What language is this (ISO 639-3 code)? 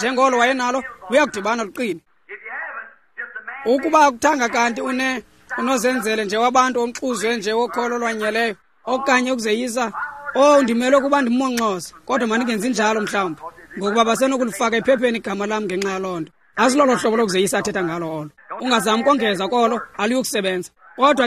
xho